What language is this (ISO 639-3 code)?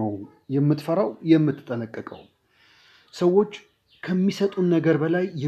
amh